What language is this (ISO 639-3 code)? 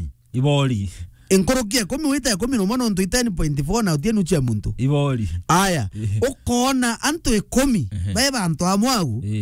mer